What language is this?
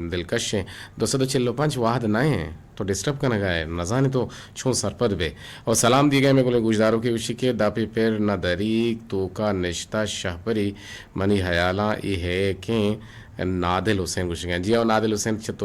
Eastern Balochi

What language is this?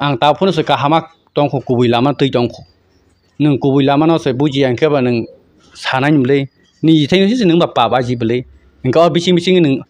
Kok Borok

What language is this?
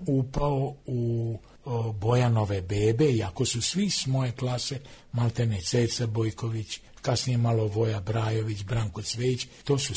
Serbian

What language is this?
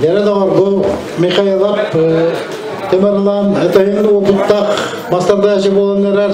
Yakut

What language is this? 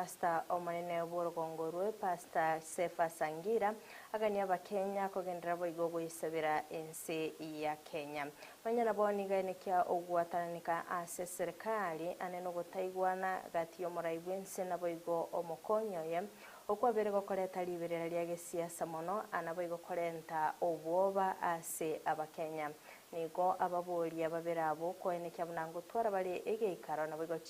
Gusii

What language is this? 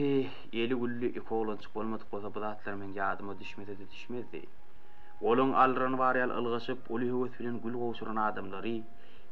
Turkmen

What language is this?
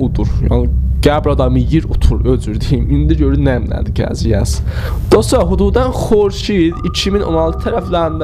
South Azerbaijani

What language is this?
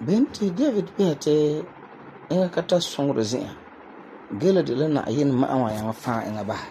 Frafra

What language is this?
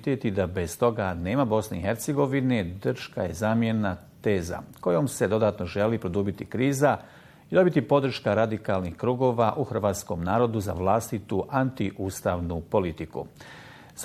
Bosnian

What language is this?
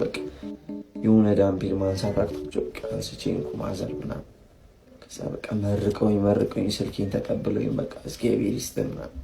Amharic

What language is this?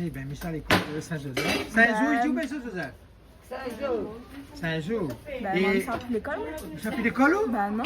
Réunion Creole French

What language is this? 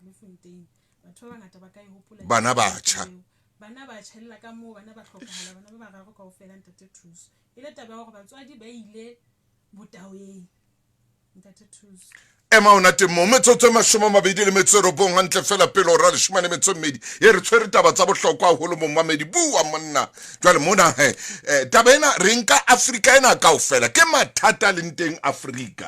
Southern Sotho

